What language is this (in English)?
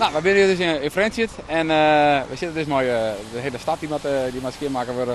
Western Frisian